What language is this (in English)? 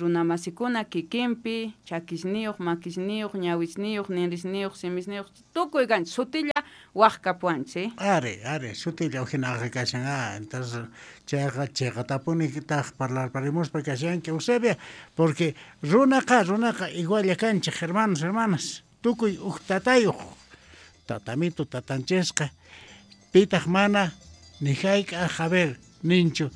South Bolivian Quechua